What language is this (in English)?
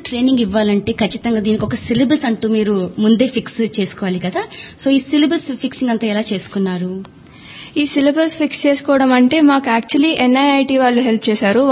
Telugu